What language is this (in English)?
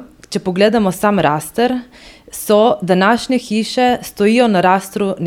Slovenian